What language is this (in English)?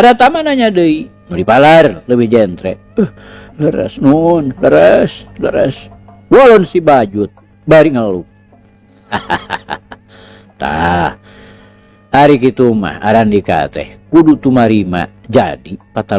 Sundanese